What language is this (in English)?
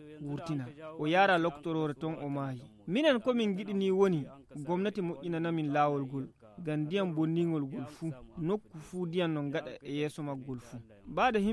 Nigerian Fulfulde